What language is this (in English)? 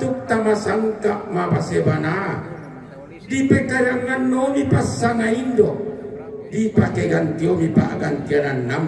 Toraja-Sa'dan